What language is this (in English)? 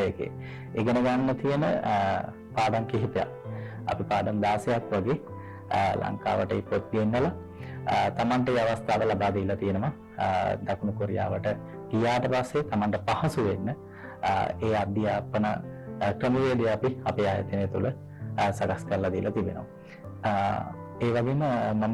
Sinhala